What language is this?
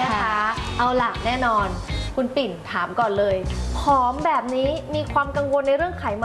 Thai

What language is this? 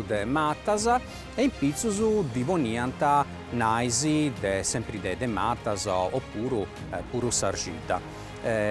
Sardinian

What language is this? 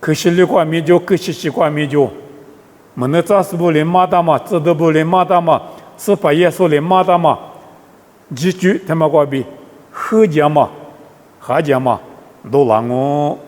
Lisu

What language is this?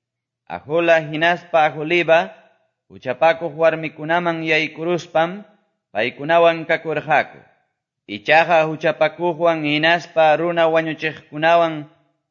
Quechua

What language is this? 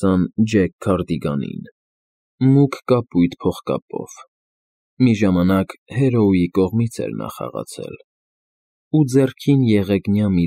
Armenian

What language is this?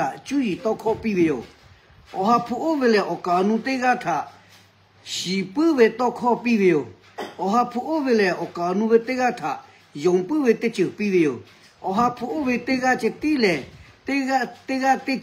Lahu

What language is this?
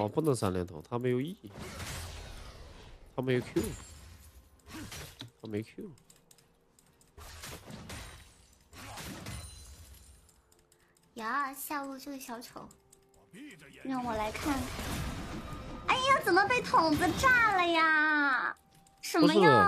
Chinese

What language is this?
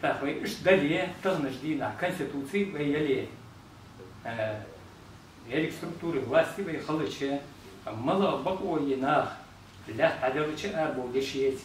Chechen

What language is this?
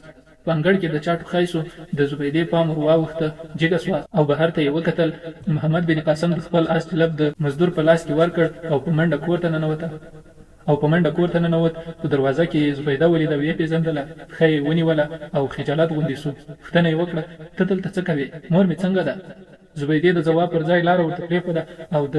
Pashto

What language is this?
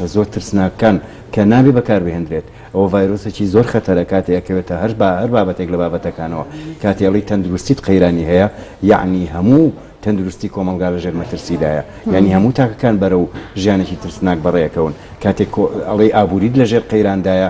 Central Kurdish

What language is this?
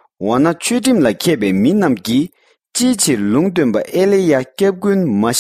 Tibetan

